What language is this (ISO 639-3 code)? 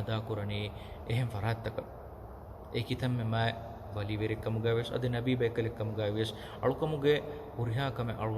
div